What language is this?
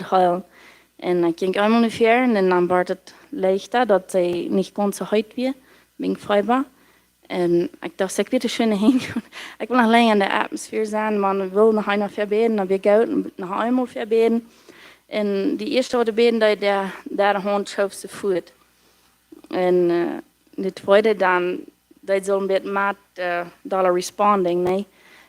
Plautdietsch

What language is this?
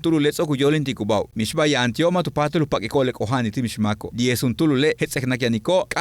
Yucateco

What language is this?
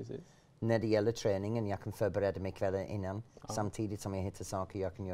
Swedish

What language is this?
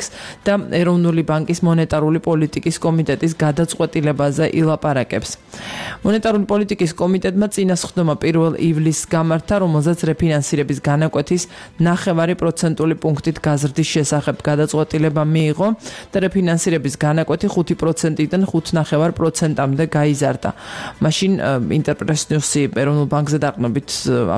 Georgian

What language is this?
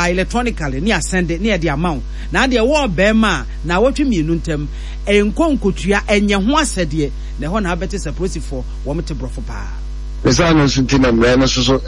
Akan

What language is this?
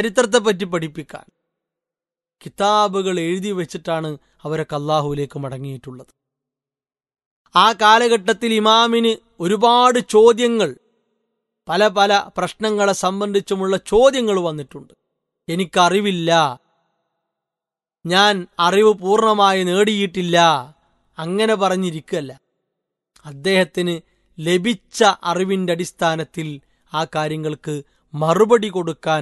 Malayalam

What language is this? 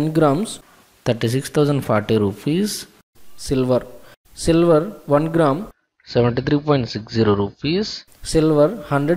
Telugu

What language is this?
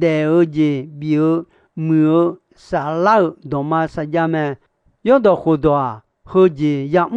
Akha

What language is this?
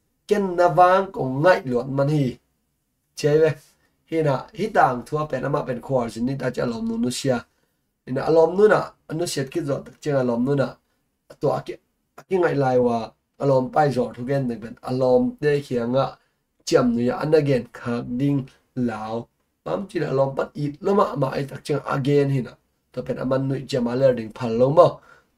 Tedim Chin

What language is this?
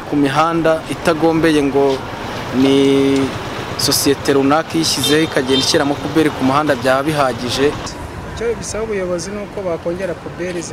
Kinyarwanda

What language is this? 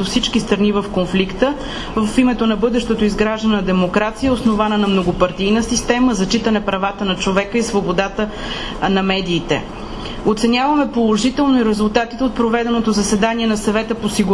Bulgarian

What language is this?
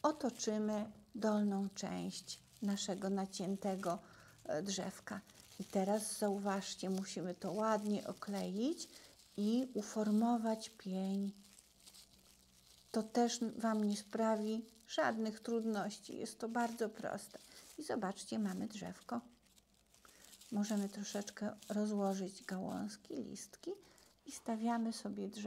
Polish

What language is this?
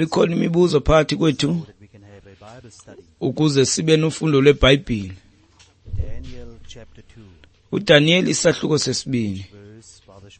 Xhosa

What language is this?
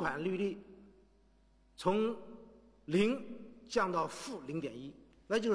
Chinese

